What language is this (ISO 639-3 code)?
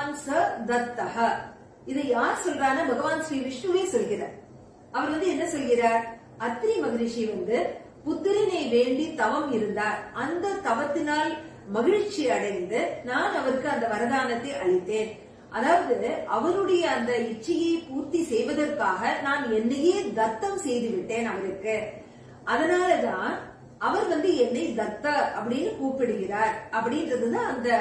tam